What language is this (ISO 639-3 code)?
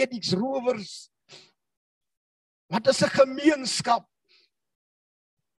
afr